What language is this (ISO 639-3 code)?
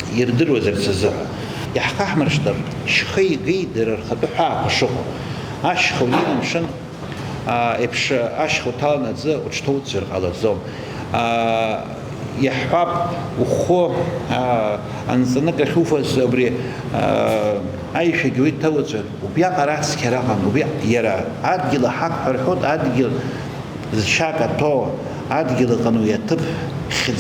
abk